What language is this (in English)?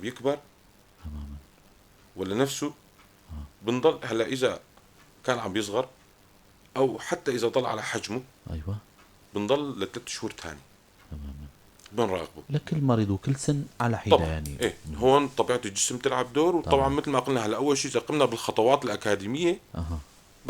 North Levantine Arabic